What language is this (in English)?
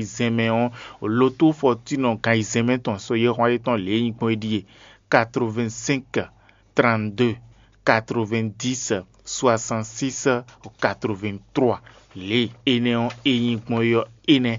Fon